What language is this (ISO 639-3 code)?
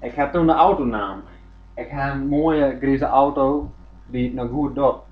fry